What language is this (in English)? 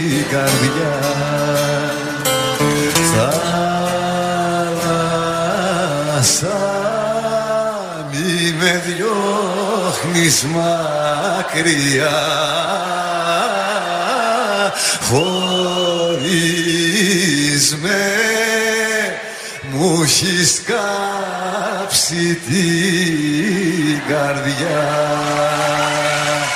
Greek